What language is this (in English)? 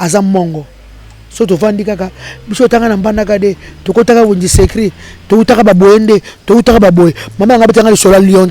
Lingala